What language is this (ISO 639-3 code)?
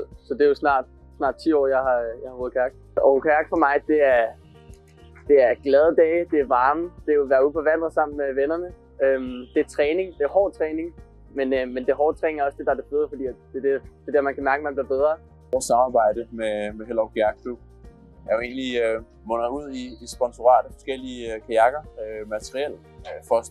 dan